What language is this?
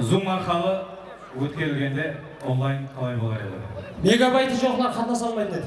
Kara-Kalpak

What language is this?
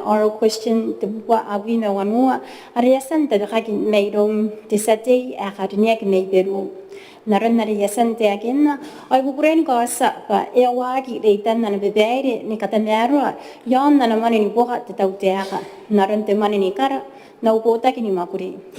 Gilbertese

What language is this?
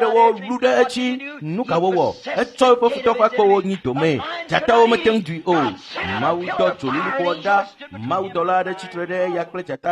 Ewe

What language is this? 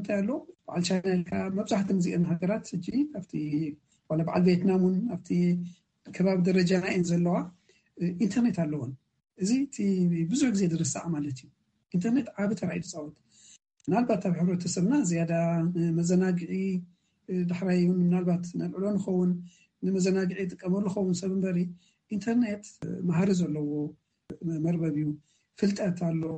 Tigrinya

